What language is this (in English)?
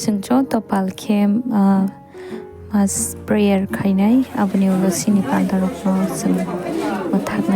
Kok Borok